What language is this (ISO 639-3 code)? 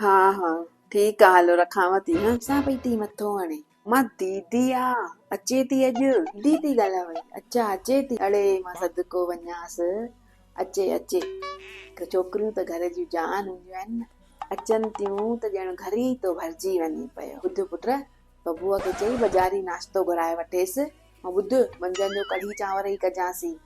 snd